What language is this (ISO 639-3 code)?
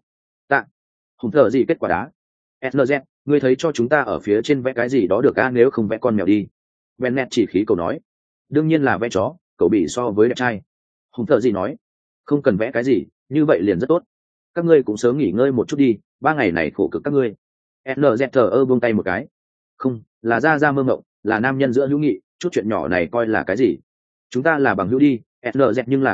vie